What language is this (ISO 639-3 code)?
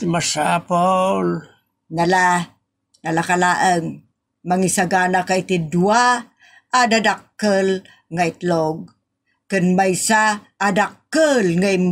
ilo